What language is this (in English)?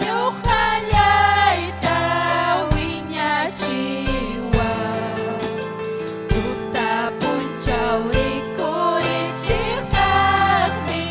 Ayacucho Quechua